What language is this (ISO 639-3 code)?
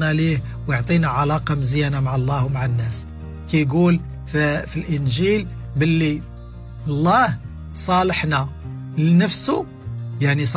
ary